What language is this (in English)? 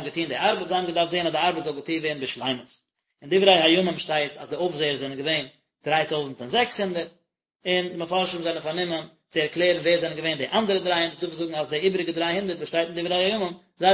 Yiddish